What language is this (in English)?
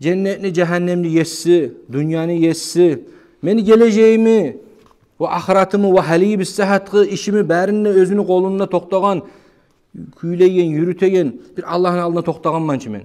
Kumyk